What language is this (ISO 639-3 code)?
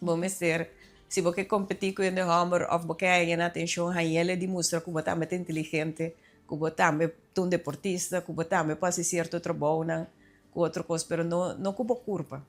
pap